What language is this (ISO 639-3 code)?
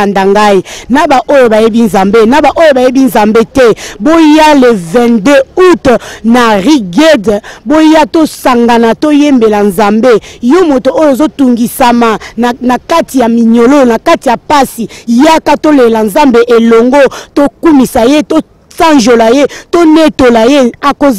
lin